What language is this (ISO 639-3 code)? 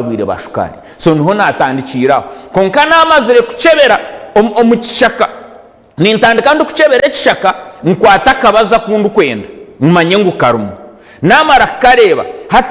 nyn